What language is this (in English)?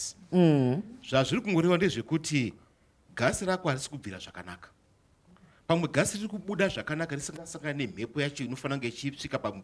Shona